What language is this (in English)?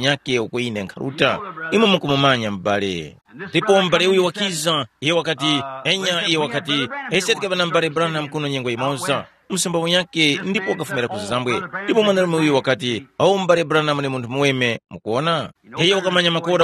Tumbuka